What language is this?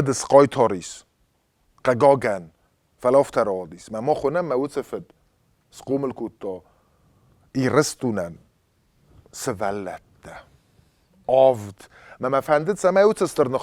Ossetic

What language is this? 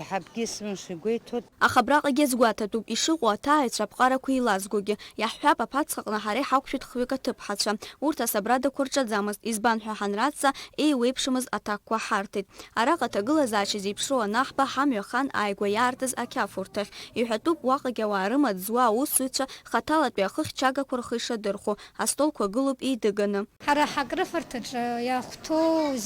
Abkhazian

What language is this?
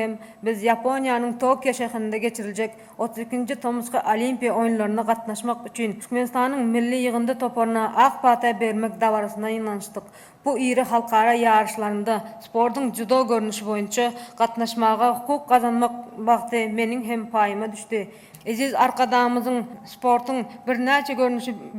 Turkmen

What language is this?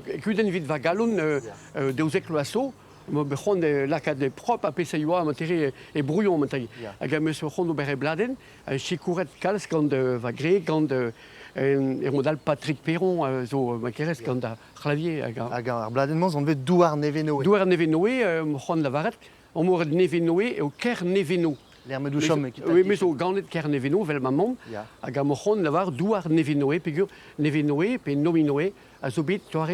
Breton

